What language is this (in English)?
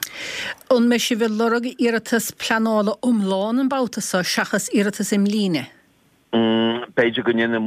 Irish